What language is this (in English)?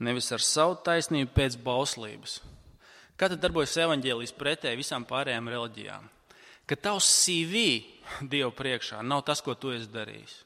Latvian